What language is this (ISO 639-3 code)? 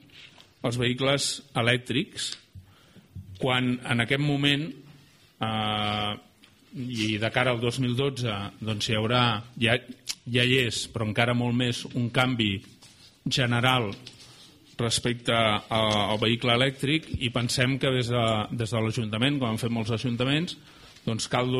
cat